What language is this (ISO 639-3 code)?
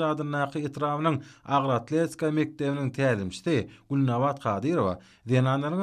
tuk